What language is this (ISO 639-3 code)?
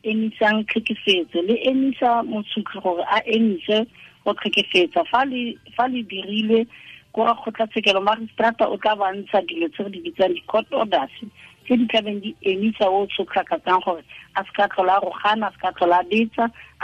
tsn